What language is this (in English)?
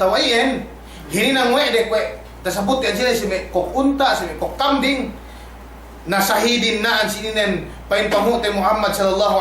Yakan